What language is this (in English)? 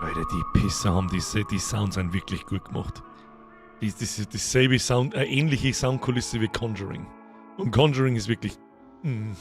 Bavarian